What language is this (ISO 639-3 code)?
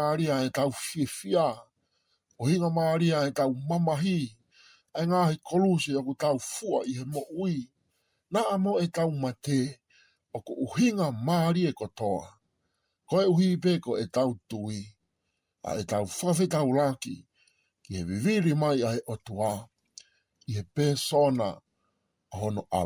ton